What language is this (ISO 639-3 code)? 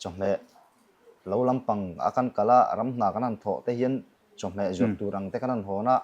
lus